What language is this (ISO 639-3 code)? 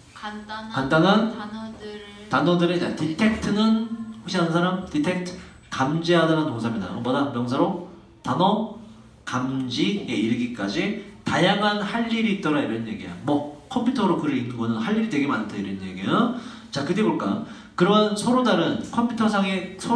kor